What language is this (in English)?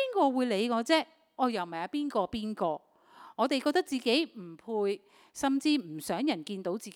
Cantonese